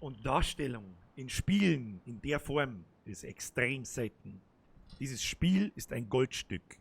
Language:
Bavarian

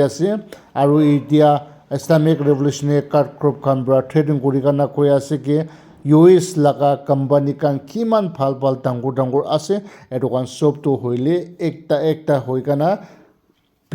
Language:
Naga Pidgin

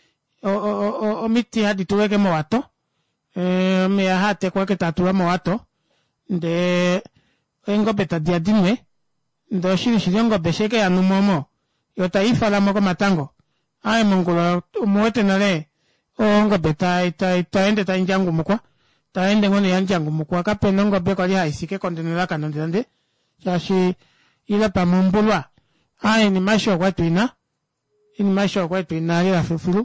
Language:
Kuanyama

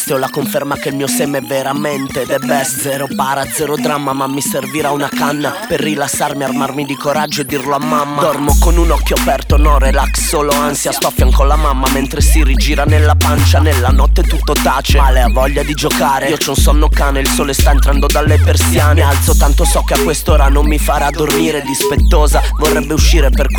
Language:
Italian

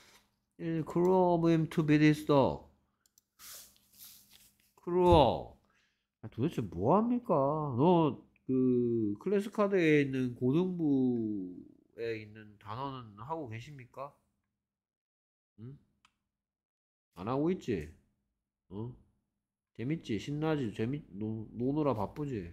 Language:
Korean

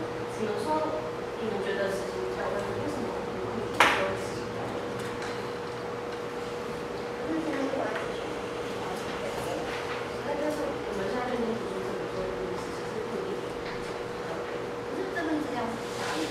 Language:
Chinese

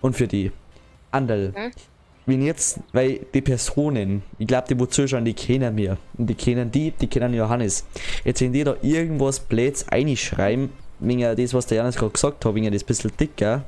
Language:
Bavarian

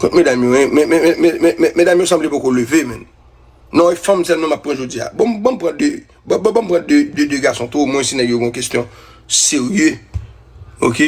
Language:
Haitian Creole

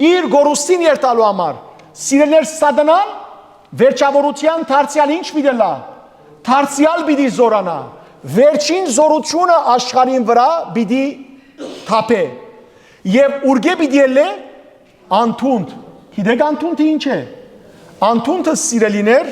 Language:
Western Armenian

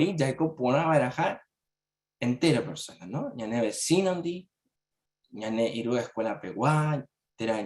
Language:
Guarani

